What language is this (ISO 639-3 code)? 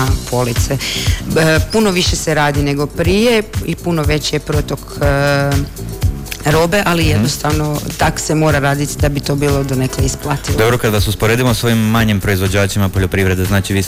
hrv